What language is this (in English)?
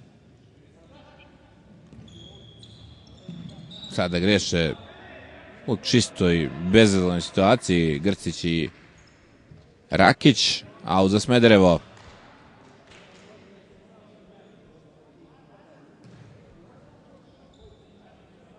Serbian